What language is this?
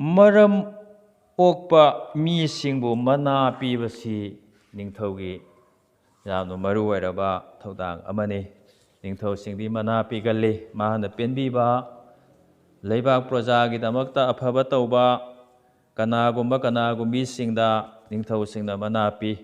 Manipuri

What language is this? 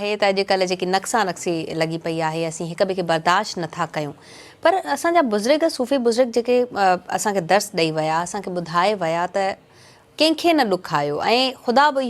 Sindhi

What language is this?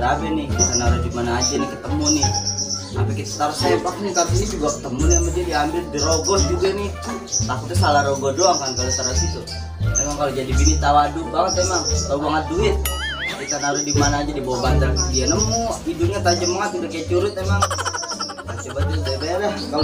Betawi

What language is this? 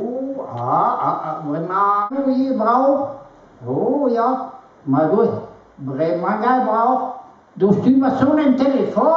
Breton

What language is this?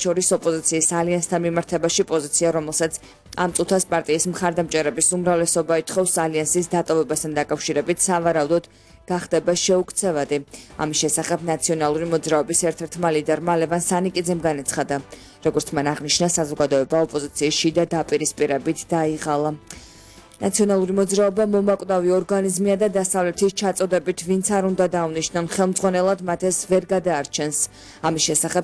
Georgian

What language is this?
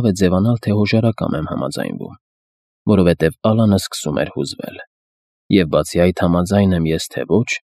Armenian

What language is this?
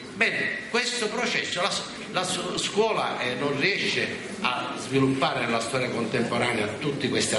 Italian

